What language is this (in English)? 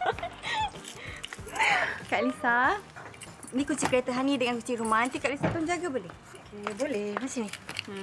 Malay